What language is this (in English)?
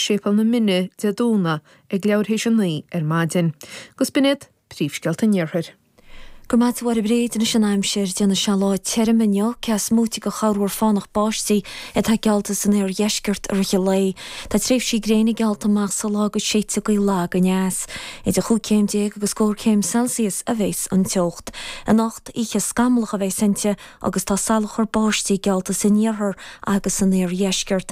Irish